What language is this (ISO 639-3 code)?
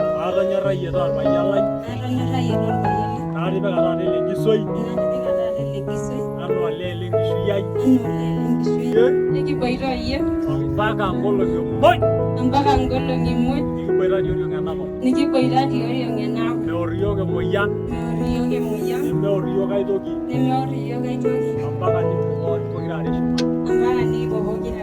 mas